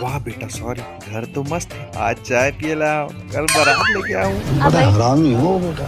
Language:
Chhattisgarhi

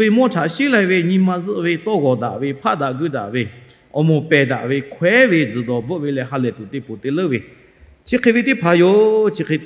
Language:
Lahu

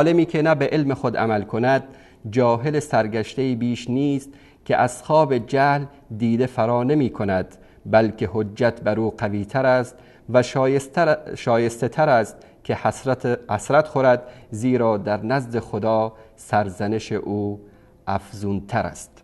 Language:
Persian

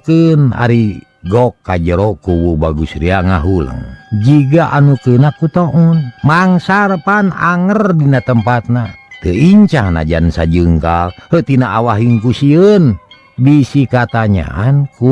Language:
Sundanese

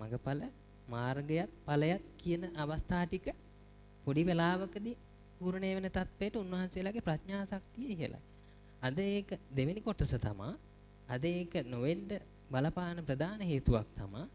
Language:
Sinhala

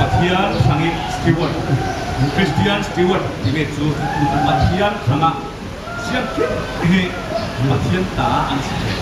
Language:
Falam Chin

